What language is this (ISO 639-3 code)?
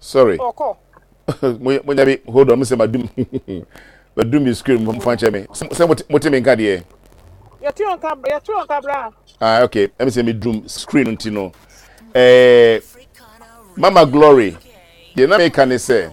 aka